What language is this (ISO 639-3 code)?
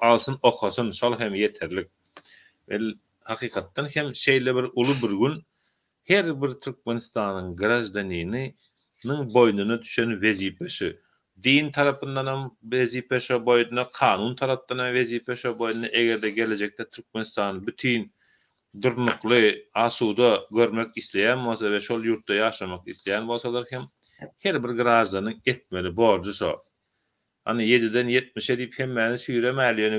tuk